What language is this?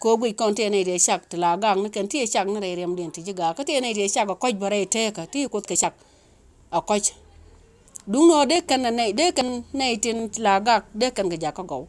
Nuer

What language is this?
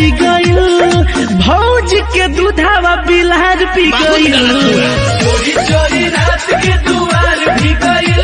Bhojpuri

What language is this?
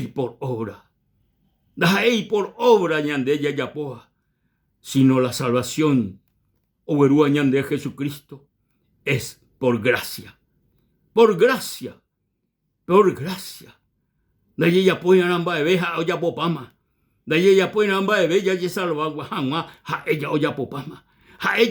Guarani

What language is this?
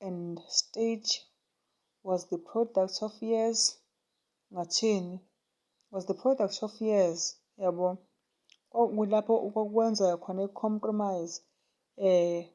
Zulu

